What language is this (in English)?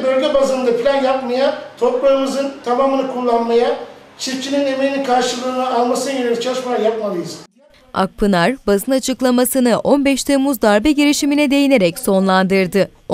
Turkish